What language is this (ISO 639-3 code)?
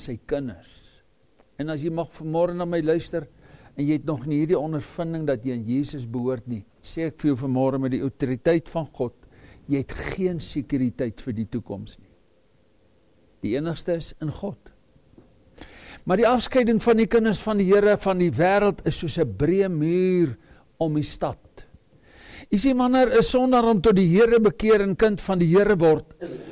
afr